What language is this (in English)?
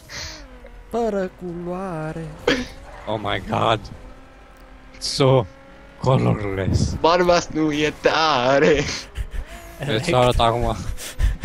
Romanian